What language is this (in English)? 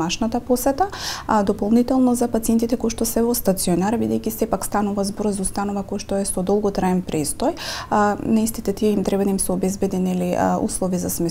Macedonian